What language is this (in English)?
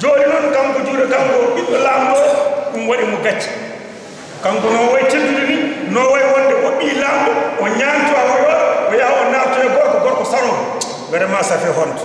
Fula